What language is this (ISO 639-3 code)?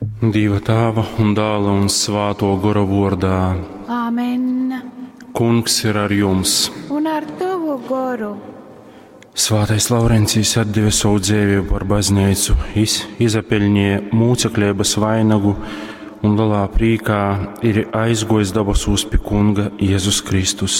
ltg